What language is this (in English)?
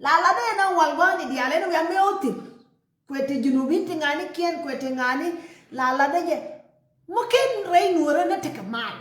Nuer